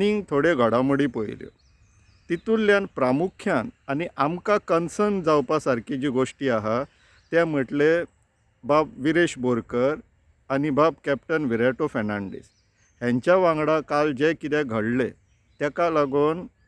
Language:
Konkani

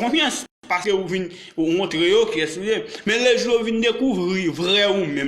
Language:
Haitian Creole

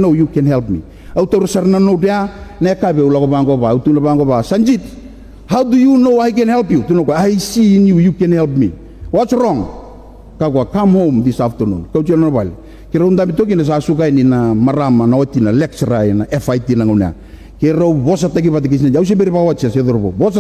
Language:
Fijian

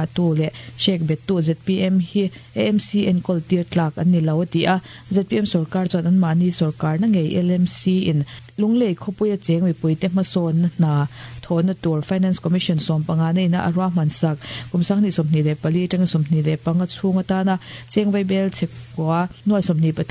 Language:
Mizo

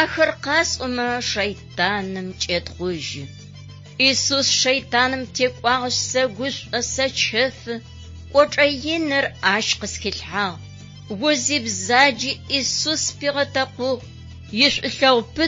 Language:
Adyghe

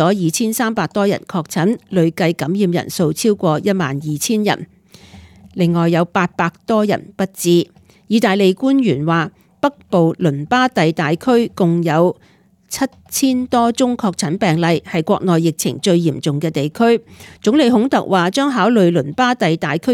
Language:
Cantonese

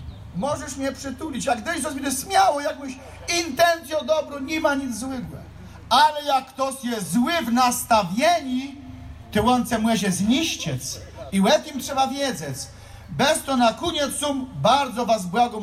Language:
Polish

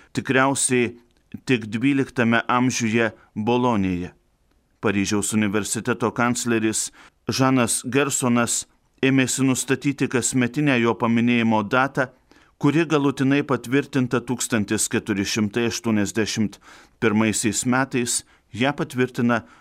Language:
Lithuanian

